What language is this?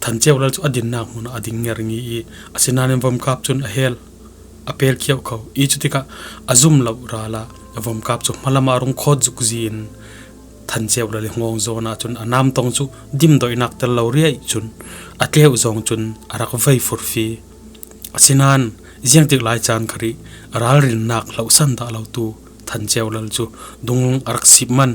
Falam Chin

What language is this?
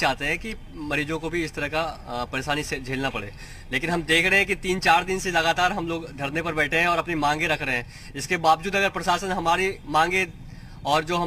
Hindi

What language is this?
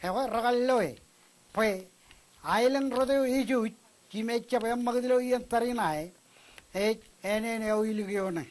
Marshallese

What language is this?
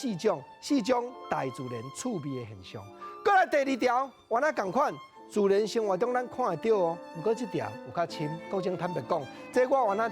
Min Nan Chinese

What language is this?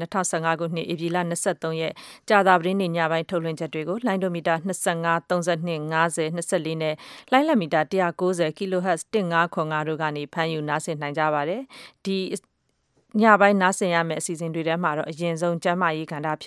Burmese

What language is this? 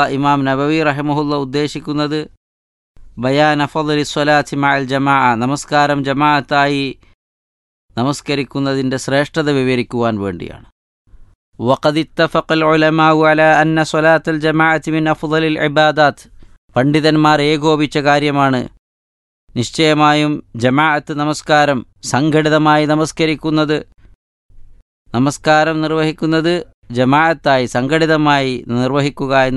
Malayalam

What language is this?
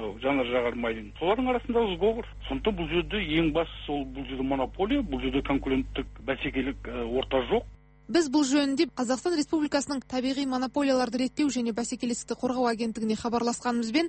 Kazakh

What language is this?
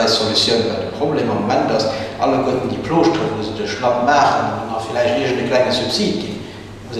Luxembourgish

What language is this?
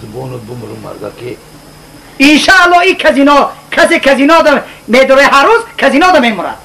Tajik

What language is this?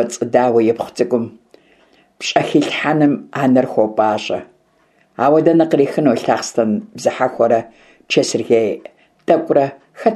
Kabardian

